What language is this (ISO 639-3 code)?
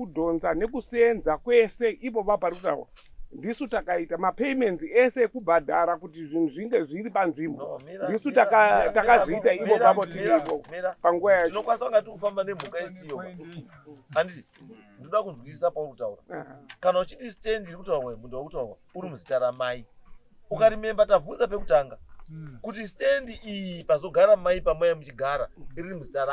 sna